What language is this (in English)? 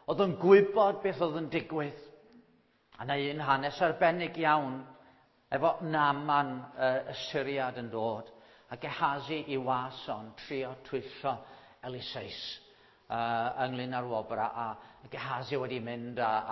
Welsh